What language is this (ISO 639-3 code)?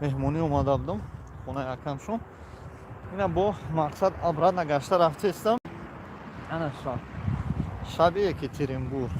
tgk